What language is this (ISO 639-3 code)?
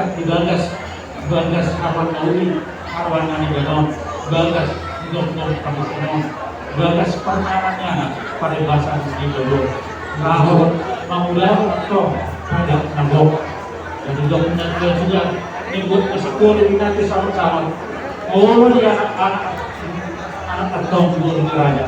bbc